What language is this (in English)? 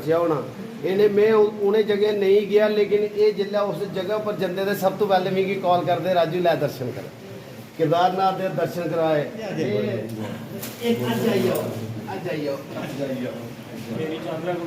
Dogri